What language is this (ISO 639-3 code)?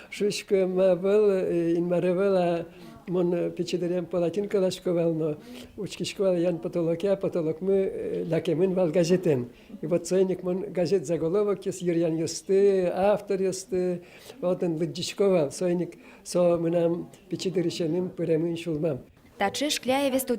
udm